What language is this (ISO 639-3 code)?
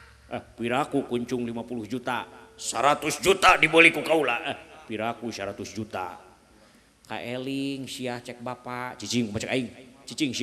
sun